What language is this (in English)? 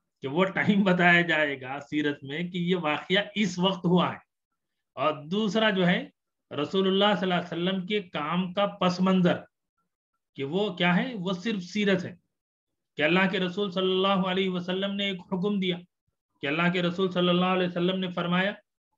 Urdu